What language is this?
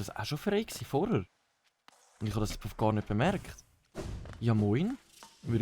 Swiss German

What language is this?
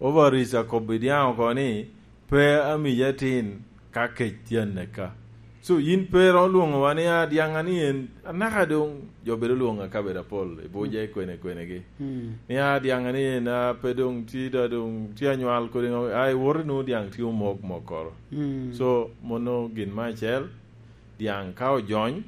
Lango (Uganda)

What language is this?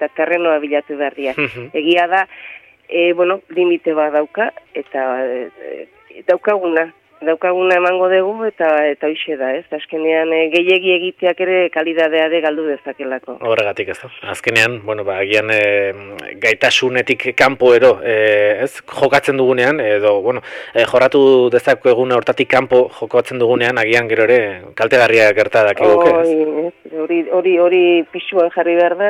Basque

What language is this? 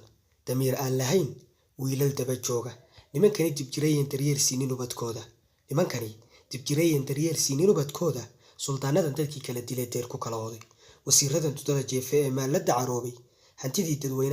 Somali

